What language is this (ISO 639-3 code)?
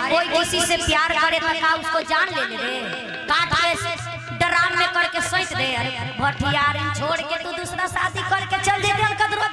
mag